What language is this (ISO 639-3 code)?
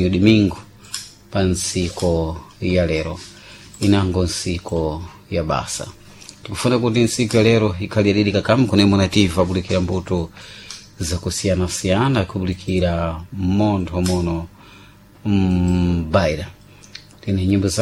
seh